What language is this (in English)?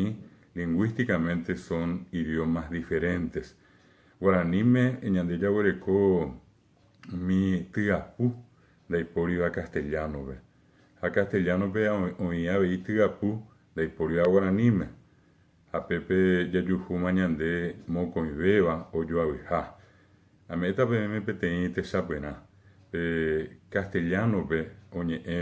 Guarani